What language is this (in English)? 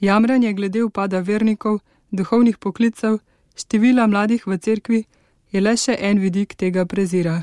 Slovenian